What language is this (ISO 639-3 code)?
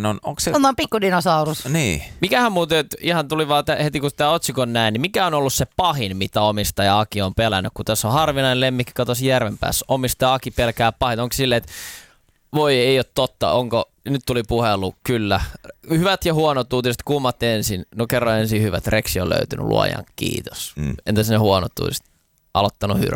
fin